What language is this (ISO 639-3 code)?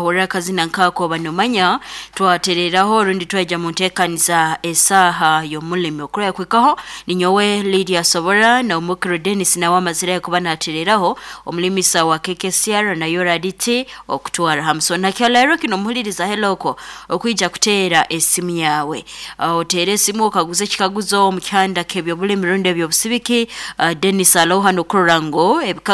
nyo